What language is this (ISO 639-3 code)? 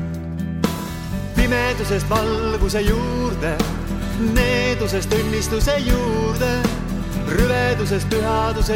est